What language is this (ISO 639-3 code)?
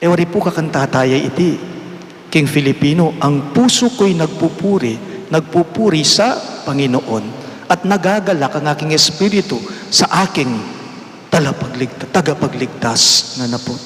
pam